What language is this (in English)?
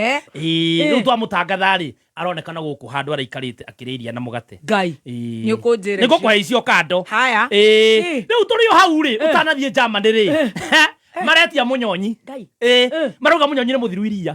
Kikuyu